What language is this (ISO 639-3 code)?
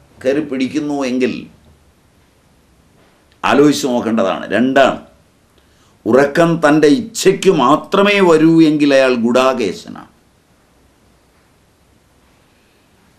mal